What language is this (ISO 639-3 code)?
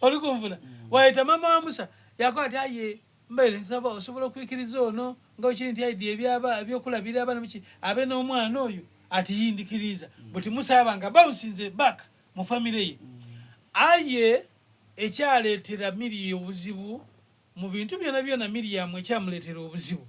xog